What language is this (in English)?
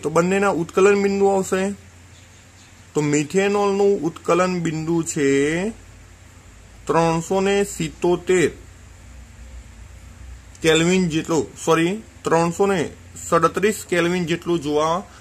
Gujarati